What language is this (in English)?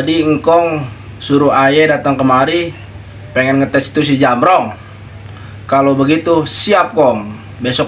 Betawi